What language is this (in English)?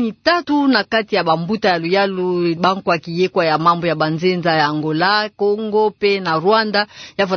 Kituba (Democratic Republic of Congo)